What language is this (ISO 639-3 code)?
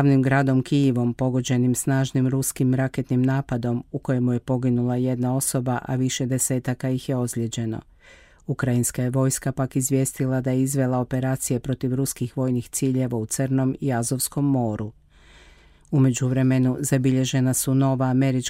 hrv